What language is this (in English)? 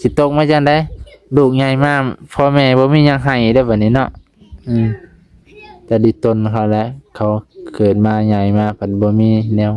Lao